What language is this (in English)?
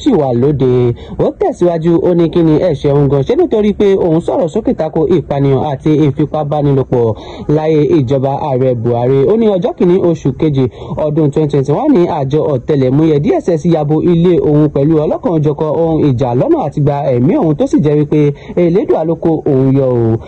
Yoruba